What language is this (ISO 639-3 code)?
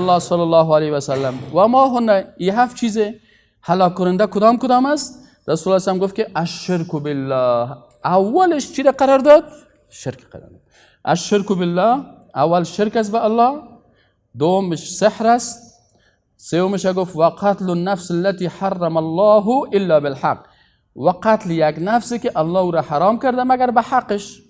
fas